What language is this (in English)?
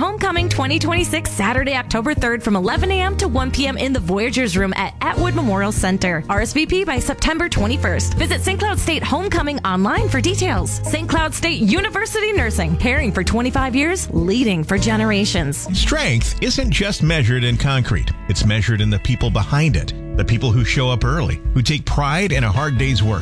English